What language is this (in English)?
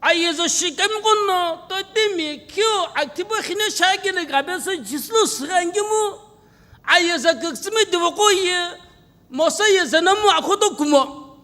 Sumi Naga